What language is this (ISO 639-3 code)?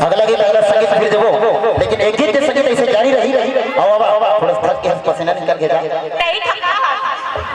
hne